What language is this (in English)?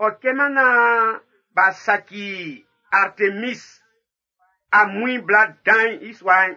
Baoulé